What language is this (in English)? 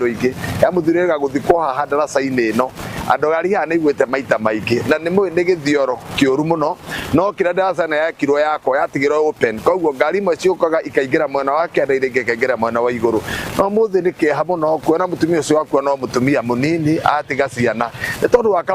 Kikuyu